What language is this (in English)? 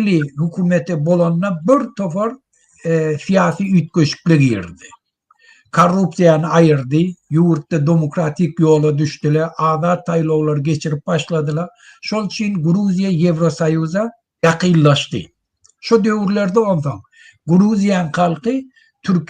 Turkmen